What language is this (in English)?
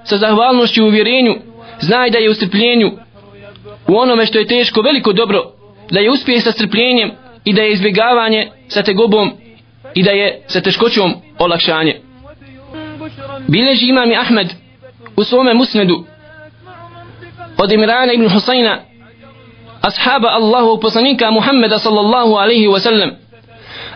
Bosnian